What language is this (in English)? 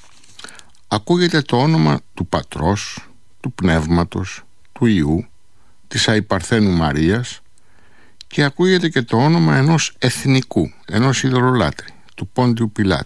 Greek